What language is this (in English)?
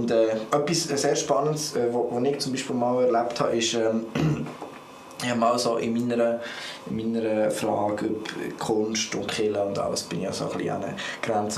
Swiss German